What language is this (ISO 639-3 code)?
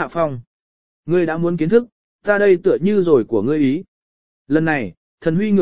vie